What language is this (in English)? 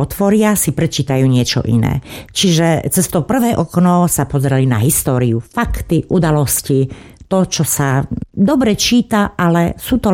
Slovak